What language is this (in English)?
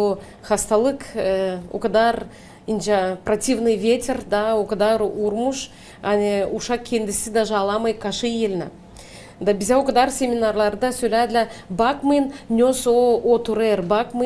Gagauz